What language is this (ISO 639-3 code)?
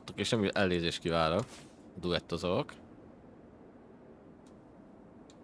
hun